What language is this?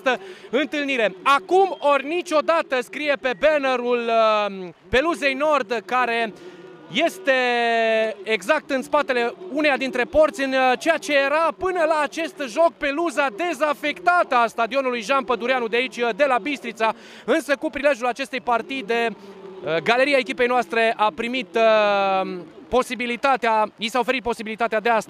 Romanian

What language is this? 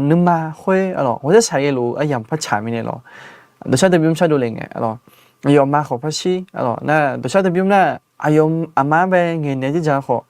Akha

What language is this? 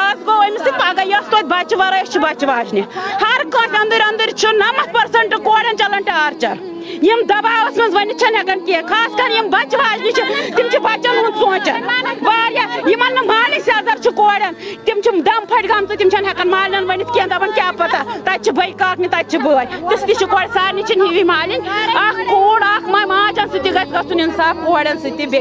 Kashmiri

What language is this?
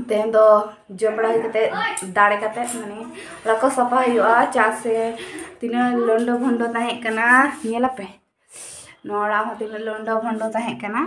Santali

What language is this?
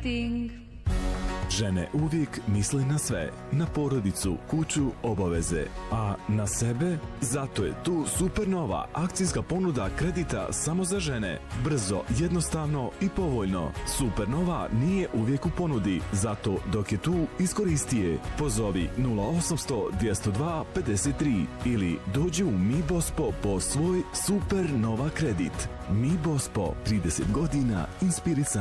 Bosnian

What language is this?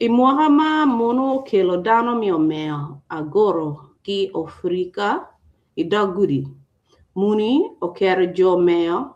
Acoli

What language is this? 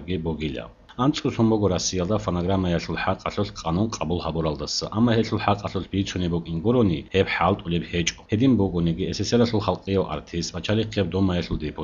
Avaric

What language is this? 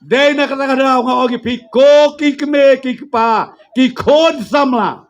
Khasi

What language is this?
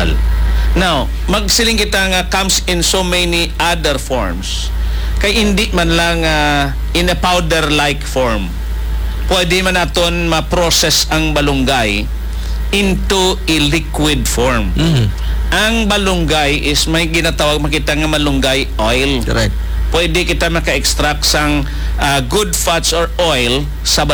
Hiligaynon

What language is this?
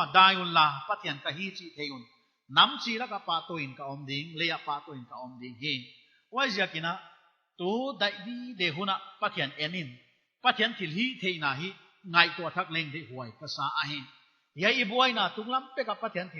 Paite Chin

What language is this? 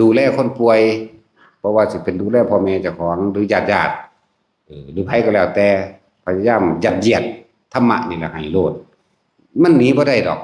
Northeastern Thai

